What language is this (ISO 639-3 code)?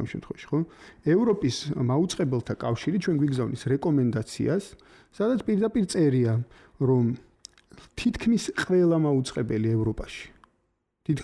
kat